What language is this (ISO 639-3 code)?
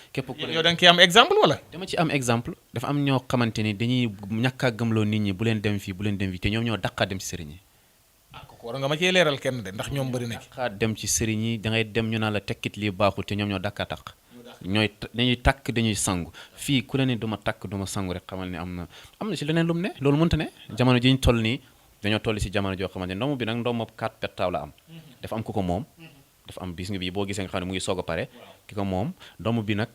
wol